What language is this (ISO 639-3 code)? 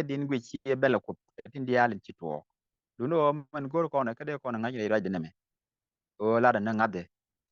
nus